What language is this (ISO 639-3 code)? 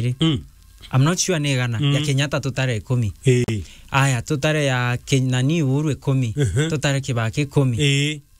mer